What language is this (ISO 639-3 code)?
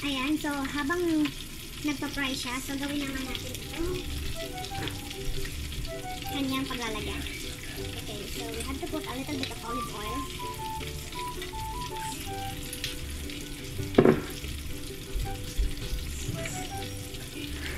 fil